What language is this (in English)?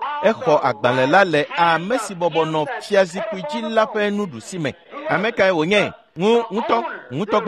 Ewe